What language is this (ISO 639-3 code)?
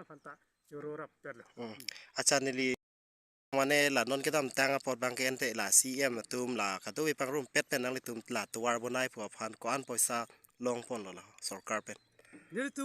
mjw